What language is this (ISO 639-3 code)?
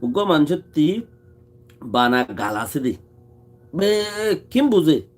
rhg